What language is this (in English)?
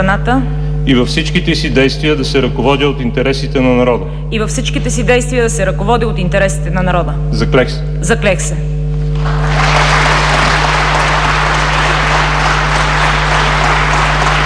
Bulgarian